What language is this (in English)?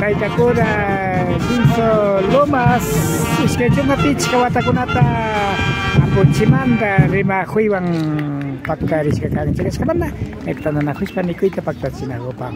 Imbabura Highland Quichua